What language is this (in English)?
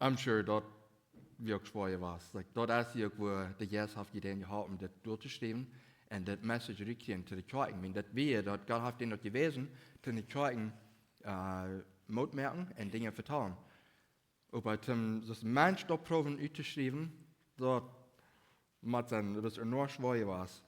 Plautdietsch